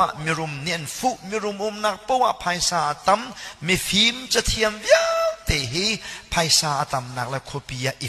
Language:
Hakha Chin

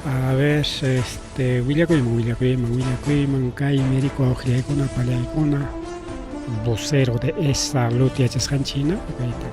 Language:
Ayacucho Quechua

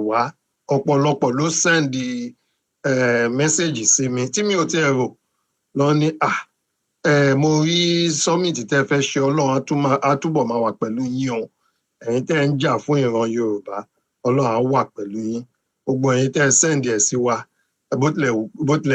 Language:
Yoruba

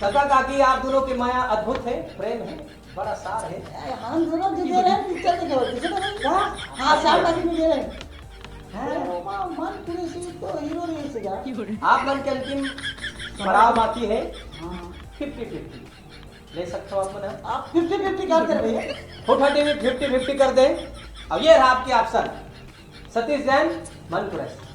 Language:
Chhattisgarhi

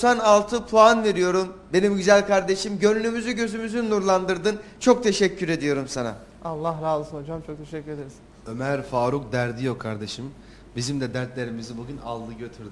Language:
Turkish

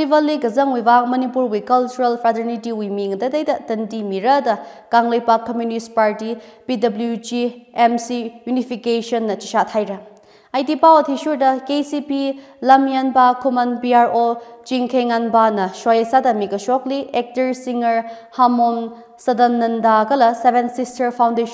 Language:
Tangkhul Naga (India)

